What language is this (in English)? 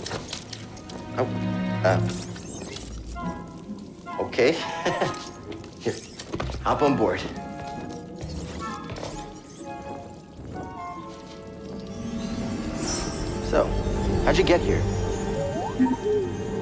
English